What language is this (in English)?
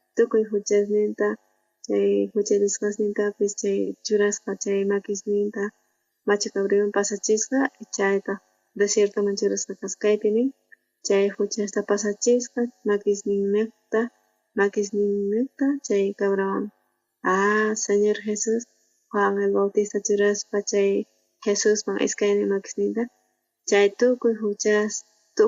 South Bolivian Quechua